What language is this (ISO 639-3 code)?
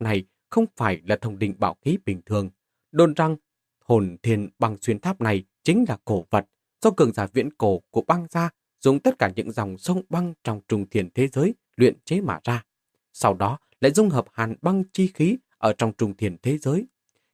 vie